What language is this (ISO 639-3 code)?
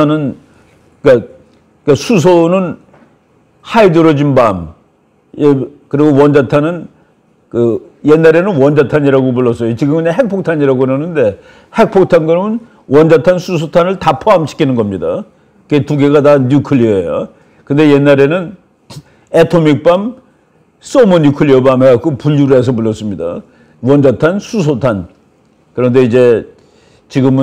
kor